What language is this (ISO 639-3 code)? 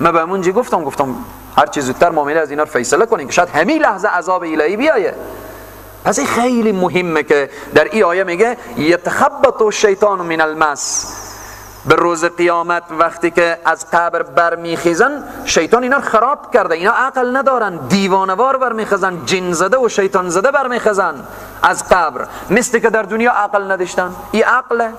fas